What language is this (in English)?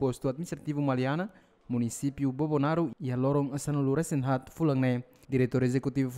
Tetum